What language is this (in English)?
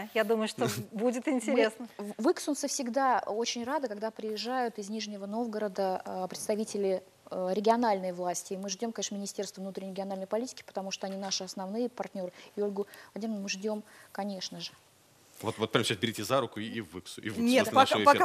Russian